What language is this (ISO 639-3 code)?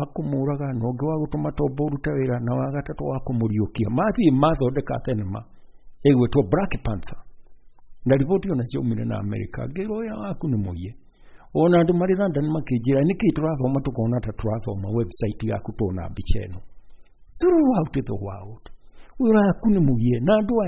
kik